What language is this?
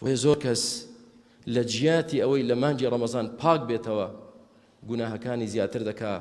Central Kurdish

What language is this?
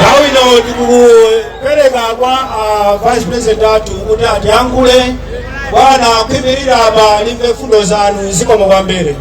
Nyanja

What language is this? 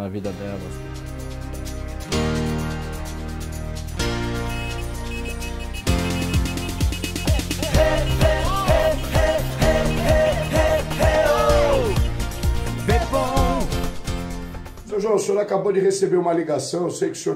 Portuguese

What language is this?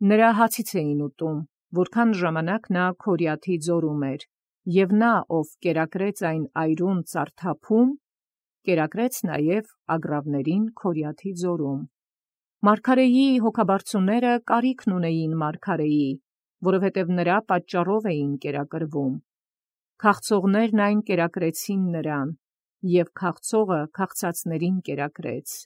Armenian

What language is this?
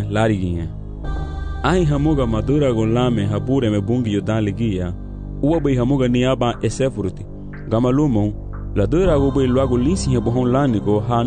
Garifuna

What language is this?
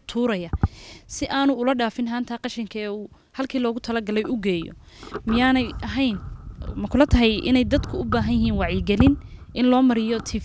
Somali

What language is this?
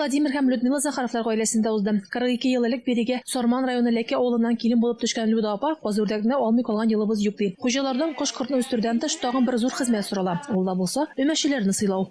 Tatar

